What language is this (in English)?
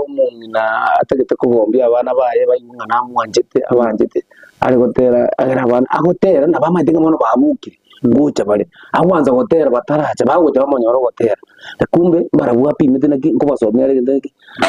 Gusii